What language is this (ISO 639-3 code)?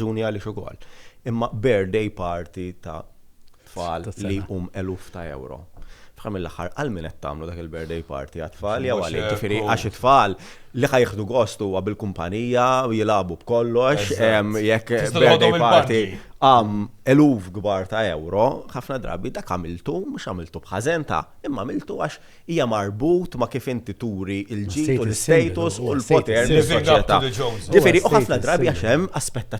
mlt